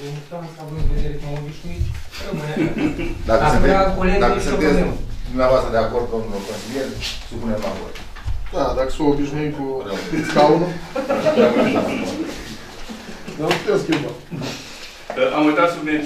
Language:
Romanian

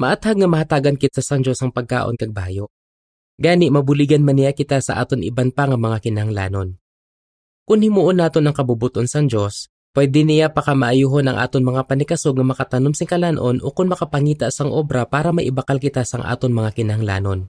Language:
Hiligaynon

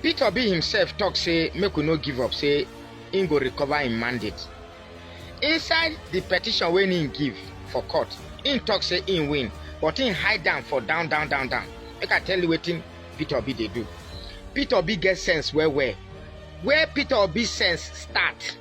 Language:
Nigerian Pidgin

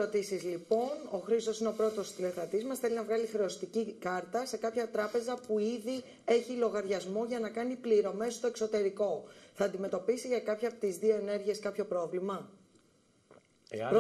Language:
Greek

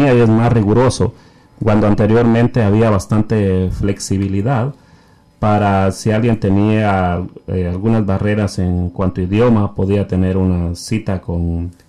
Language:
Spanish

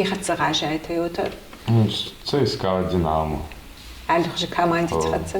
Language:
Ossetic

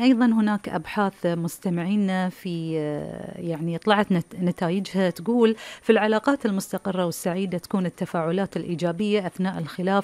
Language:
Gulf Arabic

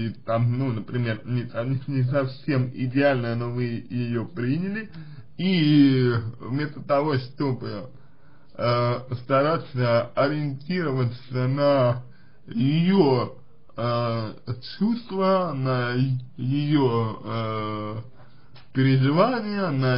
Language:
Russian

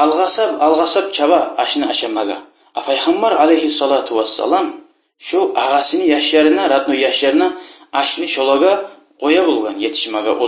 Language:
Kumyk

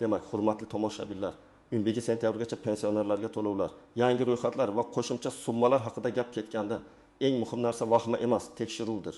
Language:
Uzbek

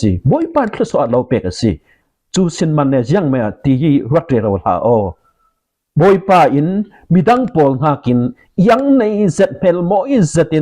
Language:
Falam Chin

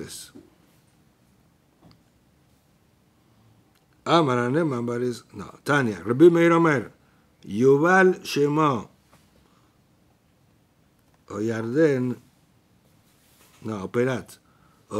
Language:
Spanish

